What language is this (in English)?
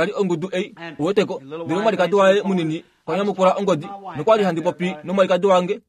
Kuanyama